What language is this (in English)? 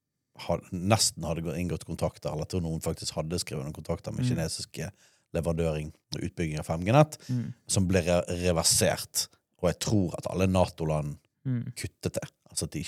Norwegian